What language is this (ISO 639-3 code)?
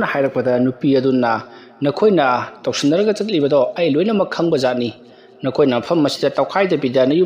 mni